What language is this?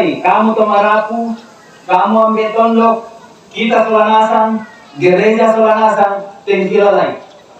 Toraja-Sa'dan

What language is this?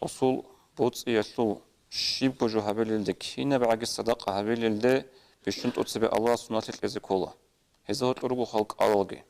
Avaric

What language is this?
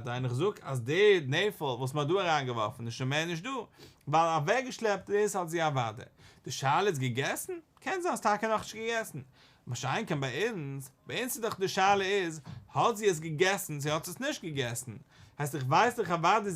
Yiddish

